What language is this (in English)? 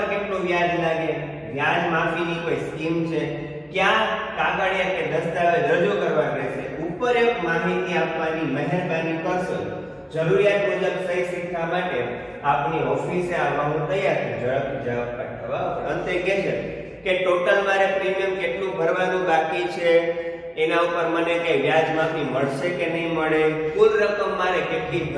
Gujarati